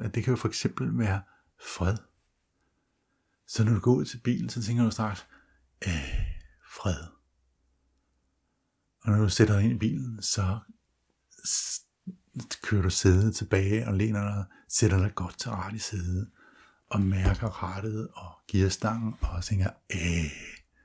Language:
Danish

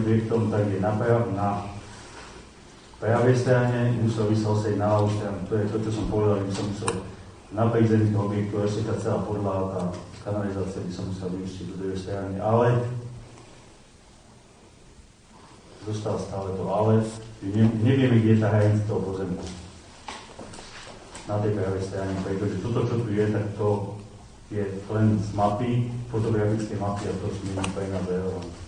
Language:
Slovak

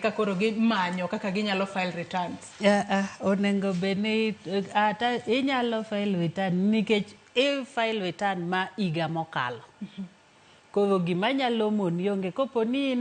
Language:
Luo (Kenya and Tanzania)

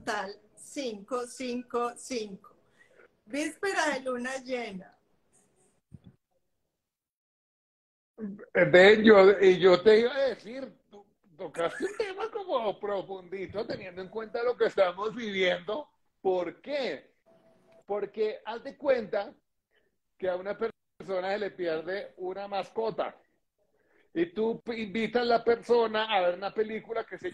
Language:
Spanish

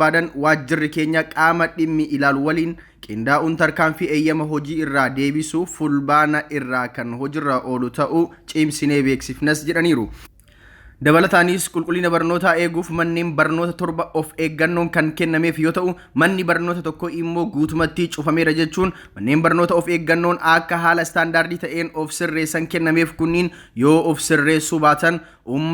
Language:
Oromo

